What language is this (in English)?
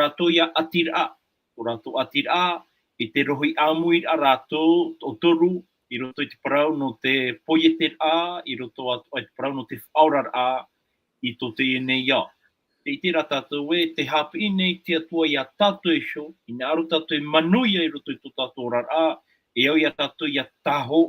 Tahitian